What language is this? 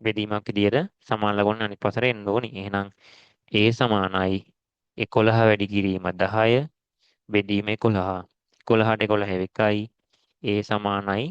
Sinhala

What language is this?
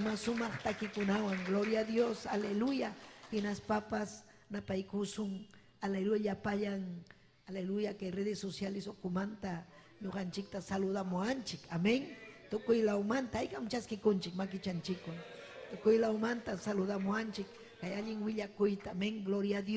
Ayacucho Quechua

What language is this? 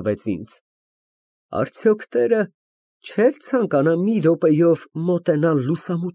Armenian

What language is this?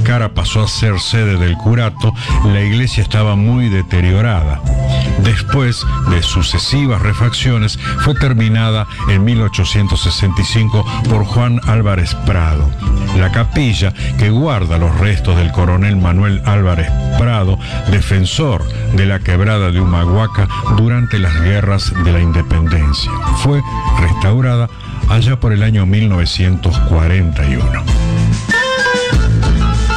Spanish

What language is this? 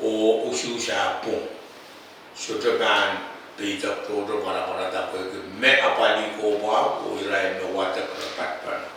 Pohnpeian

